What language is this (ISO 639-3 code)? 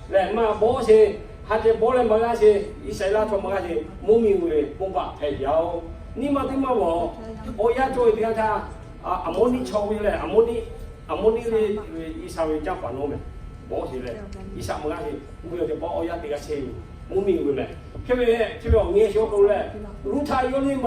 lhu